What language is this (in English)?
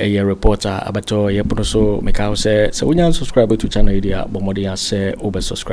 Akan